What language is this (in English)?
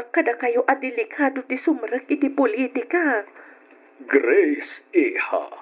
Iloko